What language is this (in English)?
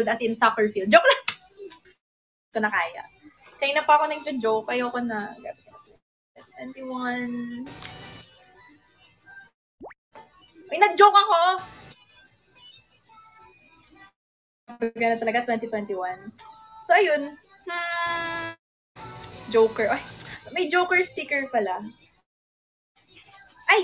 Filipino